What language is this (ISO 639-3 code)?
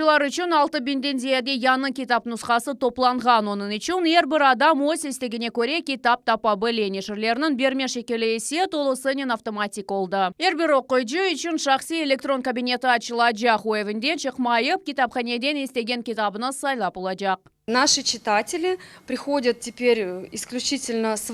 crh